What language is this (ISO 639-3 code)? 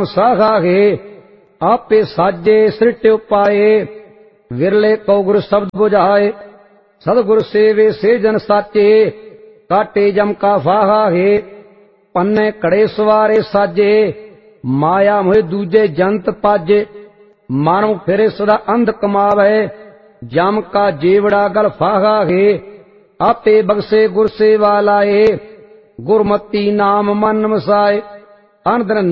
pan